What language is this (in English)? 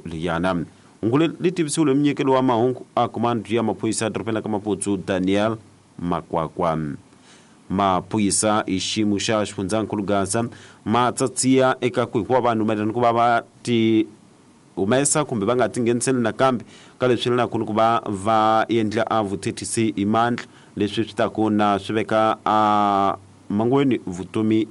Tsonga